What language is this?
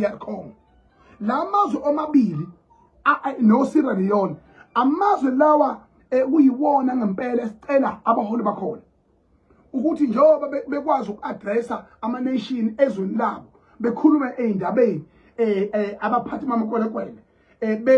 Zulu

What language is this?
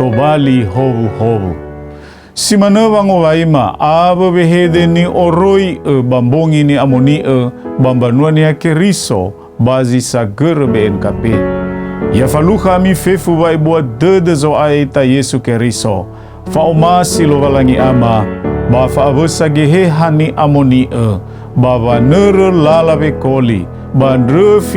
Nias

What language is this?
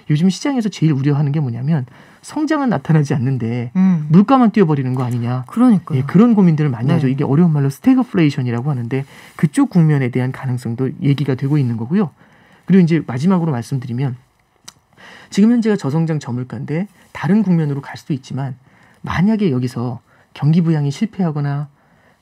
Korean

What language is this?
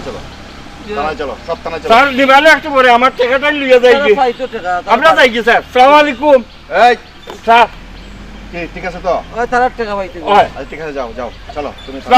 Sylheti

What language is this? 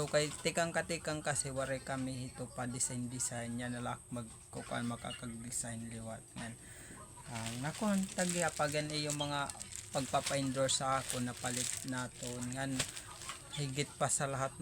Waray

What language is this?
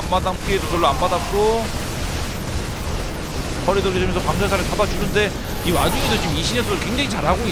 Korean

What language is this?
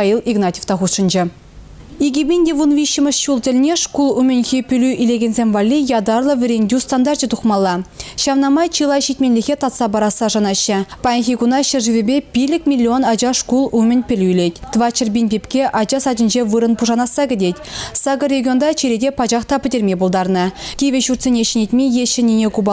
Chuvash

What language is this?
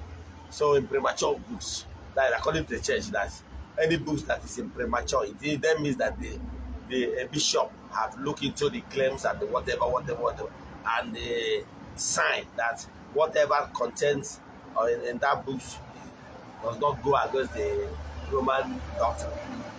Igbo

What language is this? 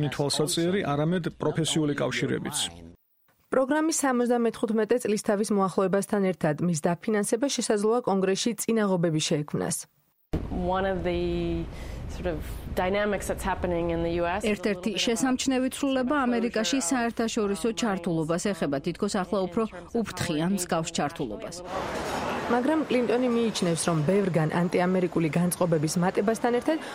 Georgian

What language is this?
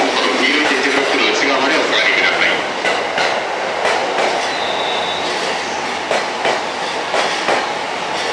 Japanese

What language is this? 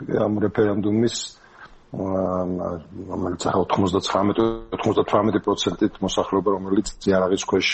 Georgian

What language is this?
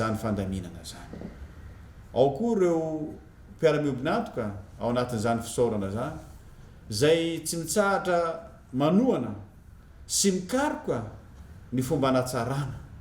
Malagasy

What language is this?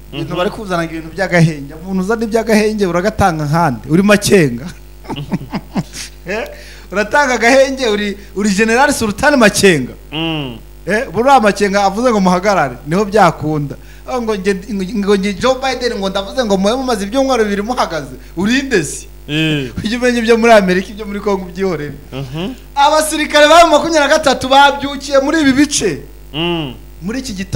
Kinyarwanda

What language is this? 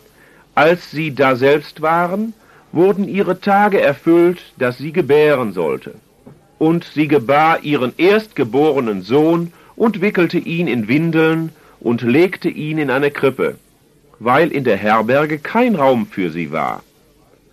German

